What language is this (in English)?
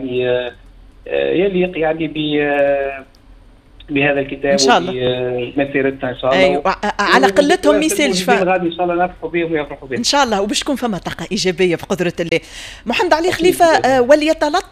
Tunisian Arabic